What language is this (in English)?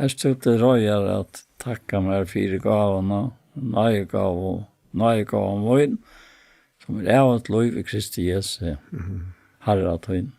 Faroese